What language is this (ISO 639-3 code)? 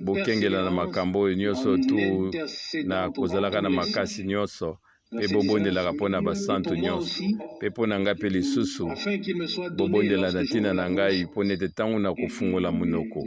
lin